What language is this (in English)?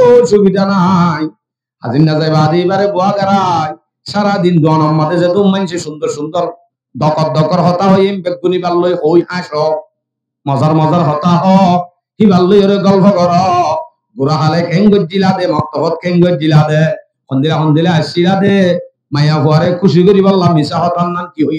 Rohingya